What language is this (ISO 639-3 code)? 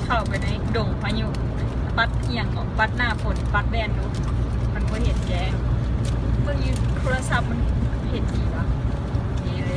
lao